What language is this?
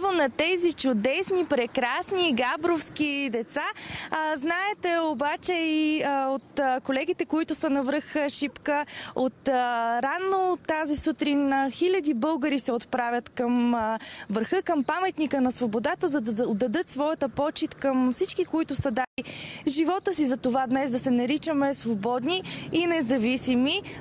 Bulgarian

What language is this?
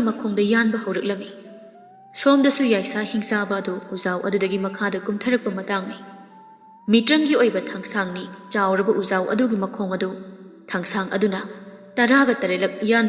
Manipuri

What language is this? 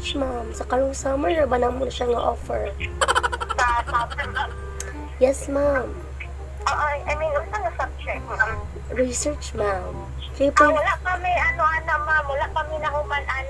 Cebuano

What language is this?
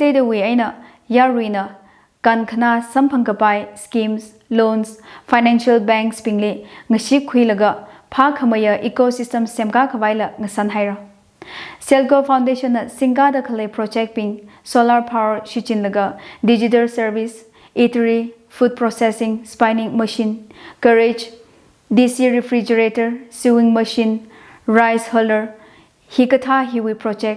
Tangkhul Naga (India)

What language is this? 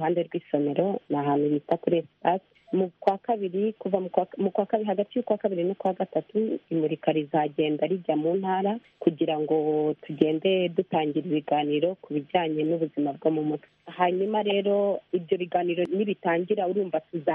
Kinyarwanda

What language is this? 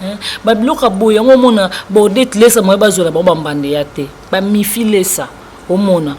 Lingala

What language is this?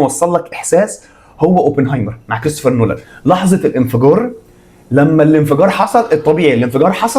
Egyptian Arabic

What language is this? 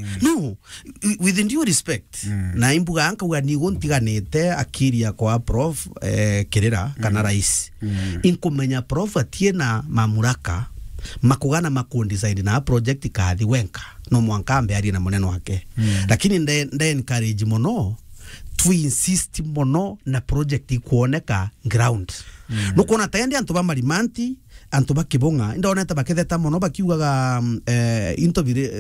Meru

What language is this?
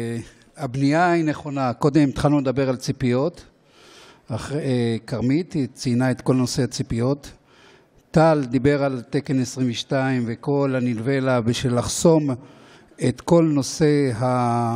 Hebrew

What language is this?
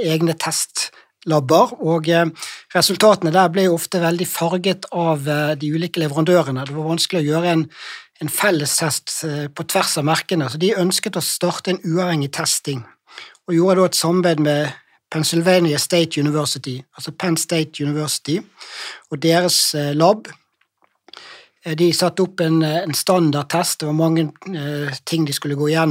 Norwegian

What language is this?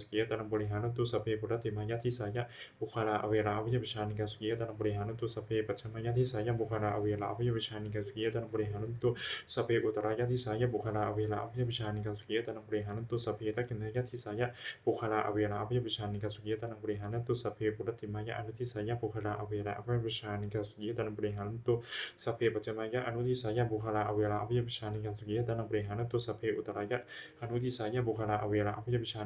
Pali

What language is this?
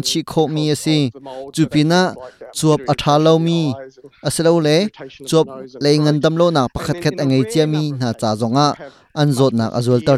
Hakha Chin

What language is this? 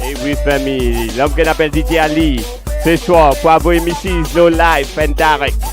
Morisyen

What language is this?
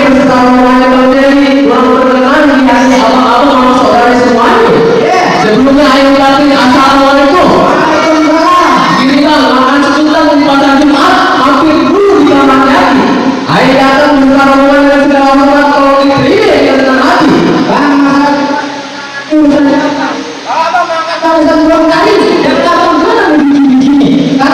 Betawi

